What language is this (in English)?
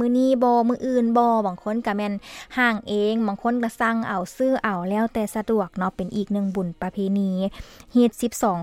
Lao